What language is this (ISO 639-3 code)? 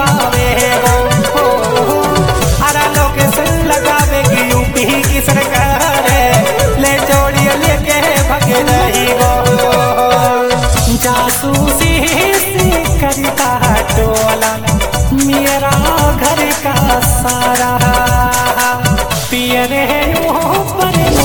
bho